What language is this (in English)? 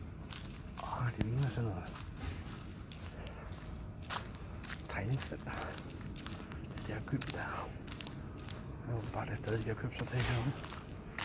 Danish